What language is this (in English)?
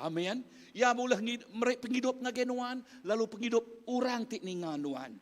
Iban